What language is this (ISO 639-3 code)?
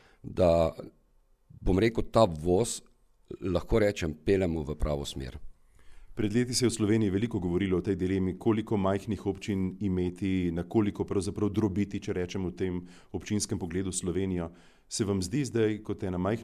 slv